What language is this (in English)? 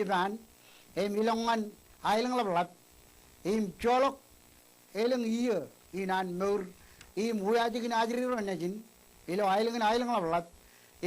Marshallese